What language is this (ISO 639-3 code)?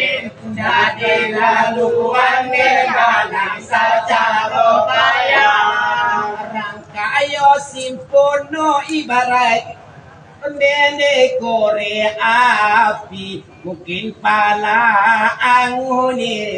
min